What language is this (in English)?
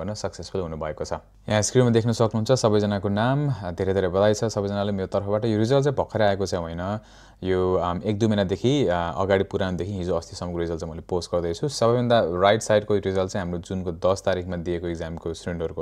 Nepali